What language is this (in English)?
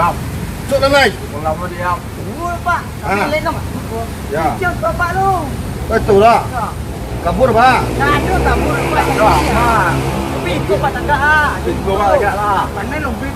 Minangkabau